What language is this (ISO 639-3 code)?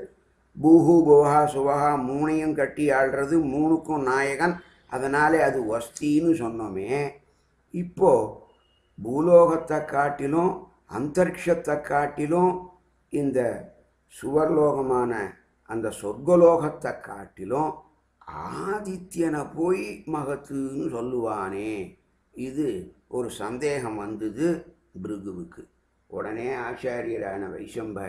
tam